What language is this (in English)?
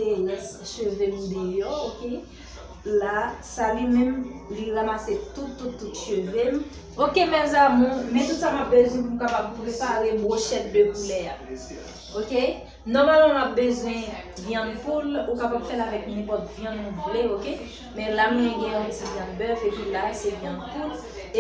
Haitian Creole